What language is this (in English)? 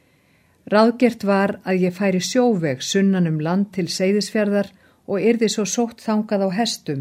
Icelandic